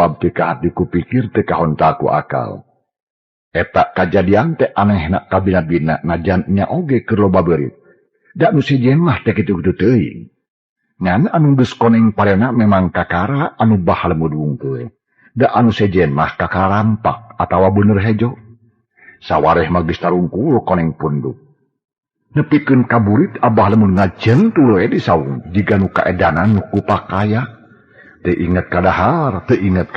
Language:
Sundanese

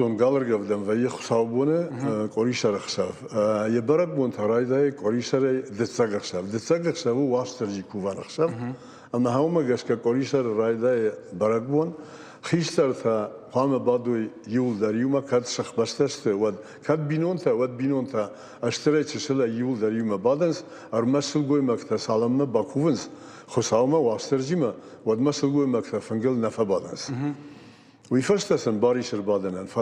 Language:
Ossetic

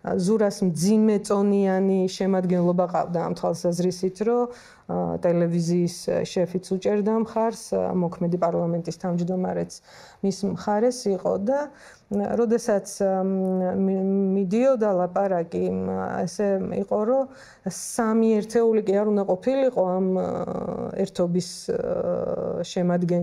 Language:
Georgian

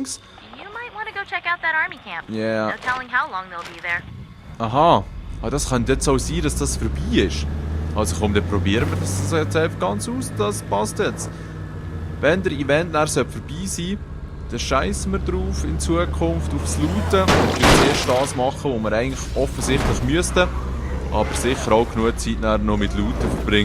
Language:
Swiss German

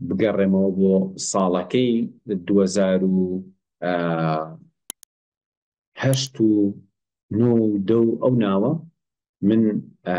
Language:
Central Kurdish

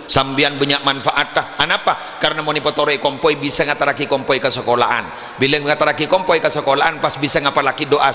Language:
Madurese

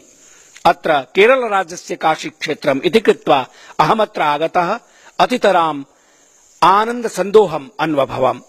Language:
Sanskrit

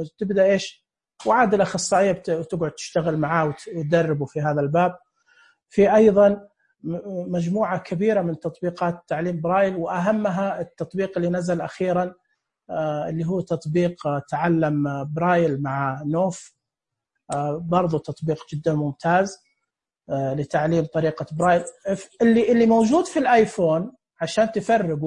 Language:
Najdi Arabic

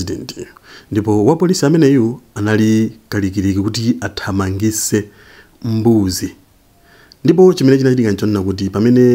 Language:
Nyanja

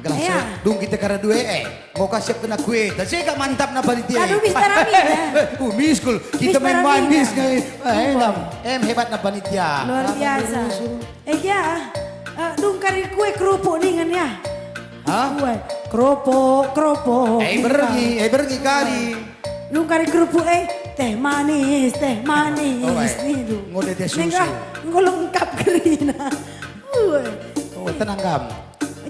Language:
Batak Karo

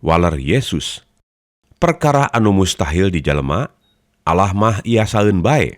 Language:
Sundanese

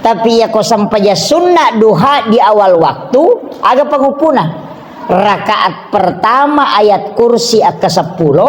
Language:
Buginese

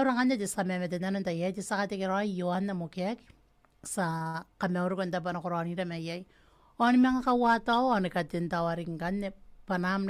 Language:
Gilbertese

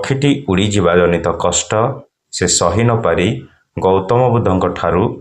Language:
Odia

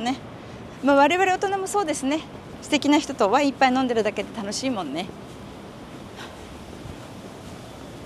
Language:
Japanese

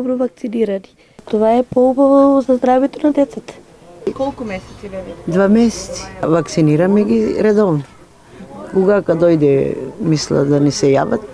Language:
Macedonian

